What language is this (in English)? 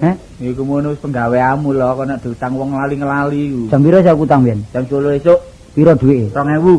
Javanese